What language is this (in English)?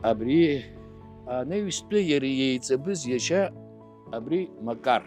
Abkhazian